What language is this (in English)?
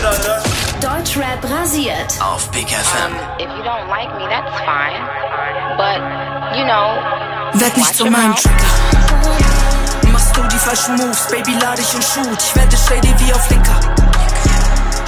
German